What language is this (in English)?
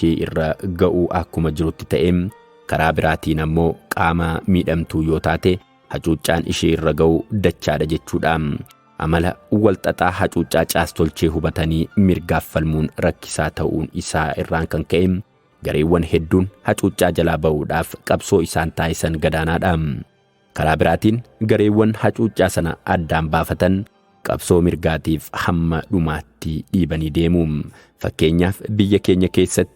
Oromo